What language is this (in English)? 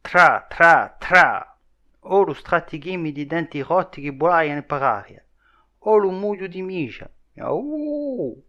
Corsican